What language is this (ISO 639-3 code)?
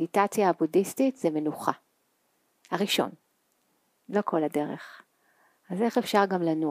heb